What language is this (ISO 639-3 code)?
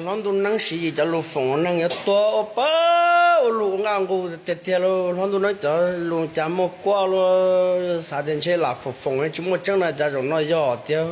hmn